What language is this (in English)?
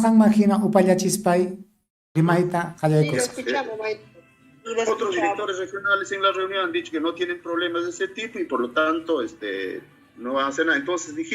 Ayacucho Quechua